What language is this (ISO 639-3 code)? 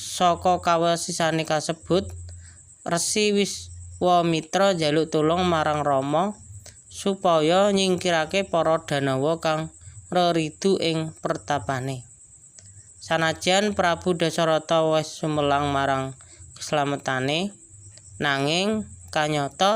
jav